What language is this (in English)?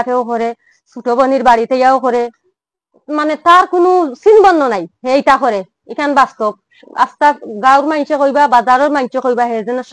Sylheti